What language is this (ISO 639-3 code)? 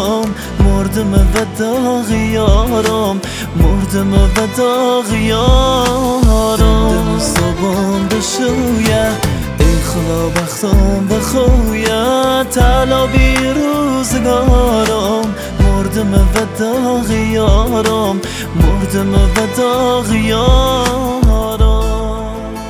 fas